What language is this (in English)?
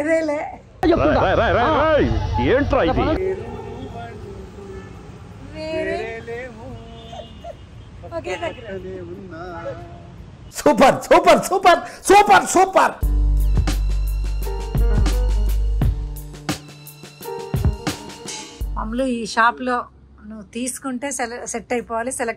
Telugu